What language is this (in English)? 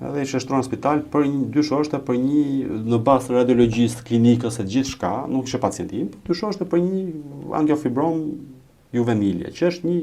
Albanian